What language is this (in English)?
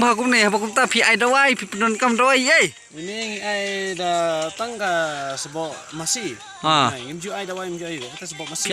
Khasi